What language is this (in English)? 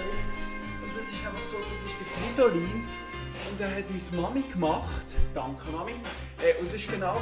Swiss German